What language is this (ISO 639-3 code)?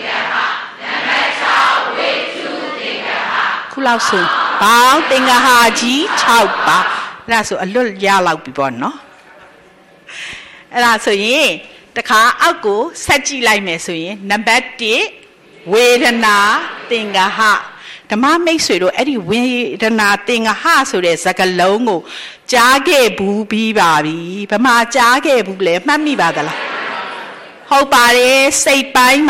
mya